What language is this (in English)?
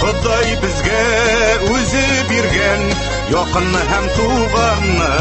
Tatar